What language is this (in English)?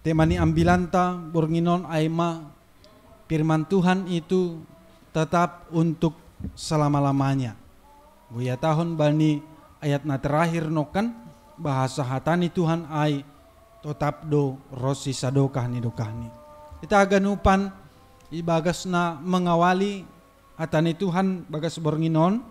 Batak Simalungun